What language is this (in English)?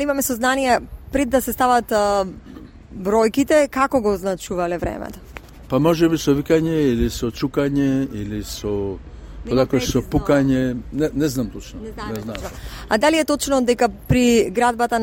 Macedonian